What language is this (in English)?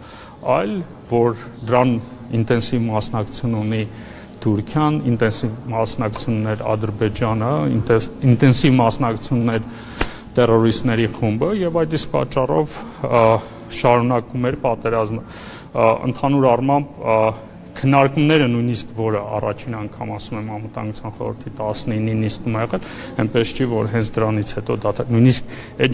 Armenian